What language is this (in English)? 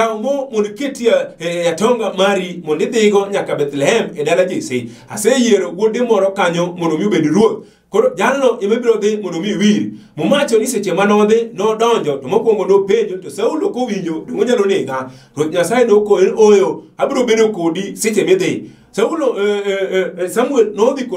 Luo (Kenya and Tanzania)